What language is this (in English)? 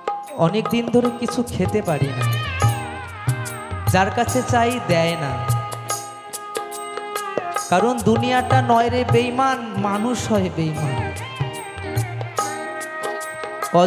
Bangla